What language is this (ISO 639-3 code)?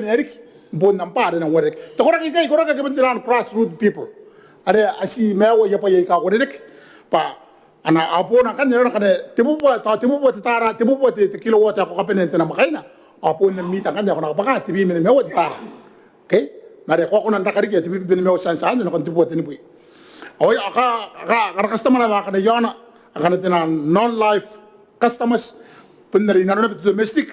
gil